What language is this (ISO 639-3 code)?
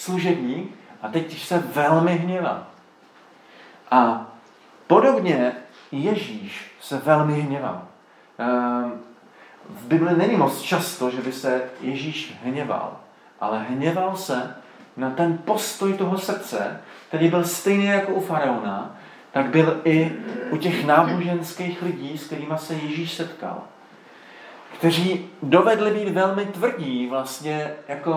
ces